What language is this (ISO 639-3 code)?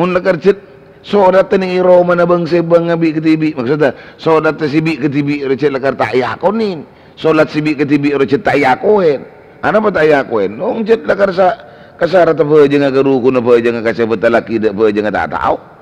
mad